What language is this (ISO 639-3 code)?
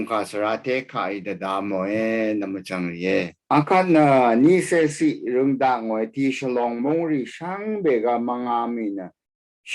raw